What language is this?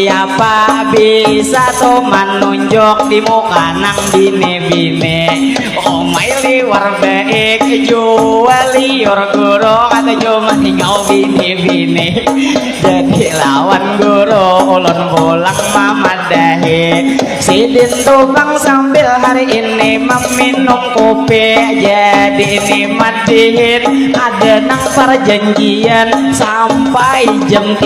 Banjar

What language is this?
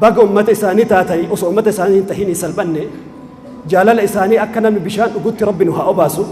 Oromo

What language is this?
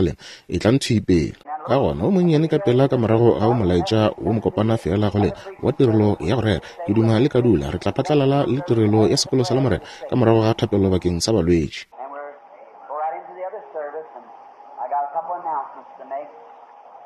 Northern Sotho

